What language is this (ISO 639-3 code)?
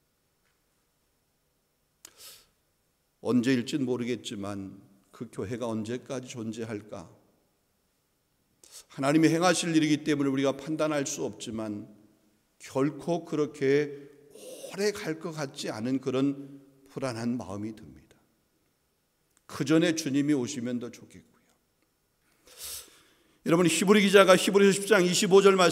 kor